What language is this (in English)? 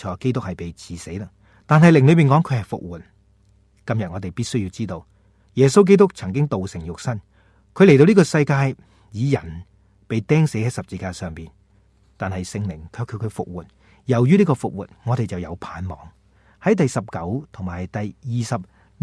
Cantonese